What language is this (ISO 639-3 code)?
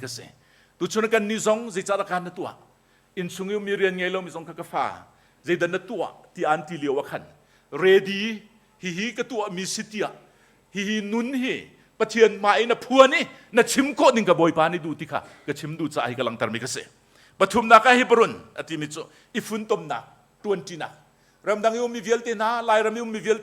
cnh